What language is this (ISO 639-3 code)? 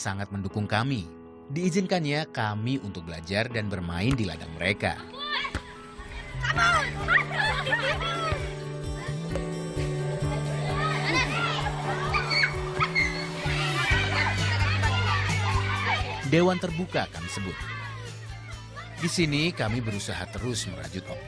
ind